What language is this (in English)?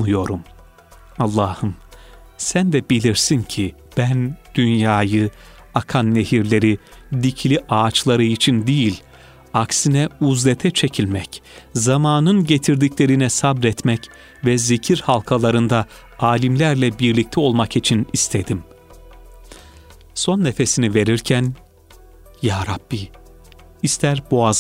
Turkish